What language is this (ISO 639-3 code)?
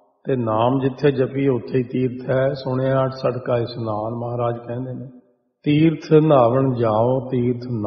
pan